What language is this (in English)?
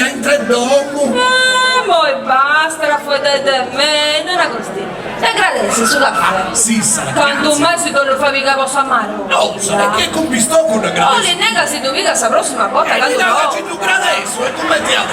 Sardinian